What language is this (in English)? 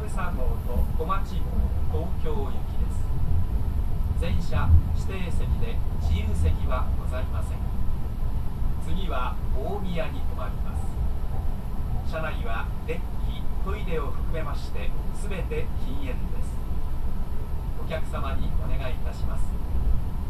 Japanese